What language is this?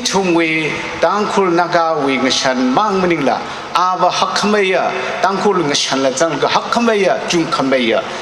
Tangkhul Naga (India)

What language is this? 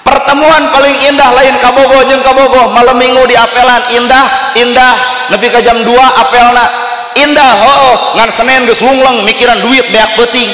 Sundanese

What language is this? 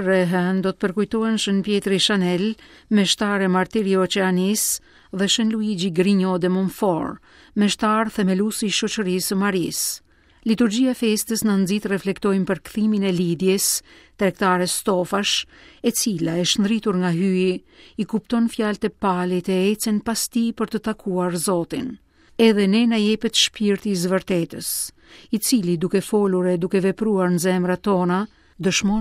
Albanian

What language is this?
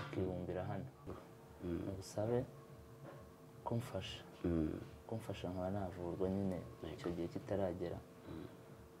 Kinyarwanda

